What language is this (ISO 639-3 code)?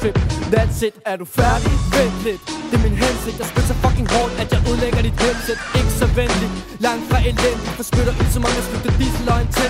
dan